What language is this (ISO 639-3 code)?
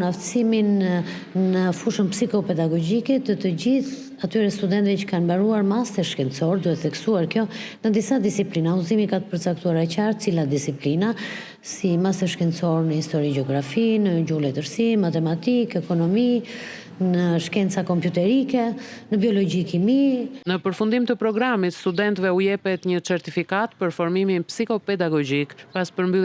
sqi